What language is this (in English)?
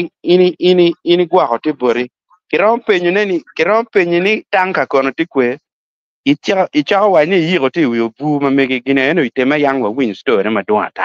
Acoli